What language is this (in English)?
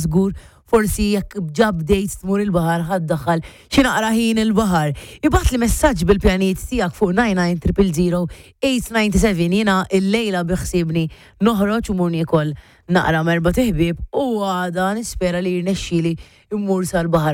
Maltese